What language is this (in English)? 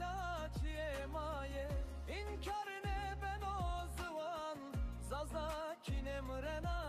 Zaza